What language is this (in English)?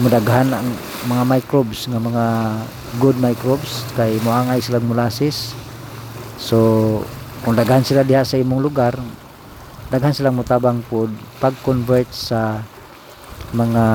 Cebuano